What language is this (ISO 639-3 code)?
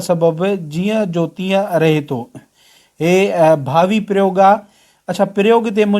snd